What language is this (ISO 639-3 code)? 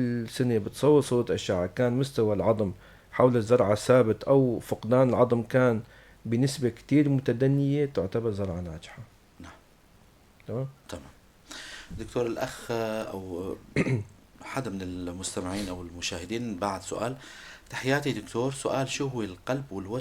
apc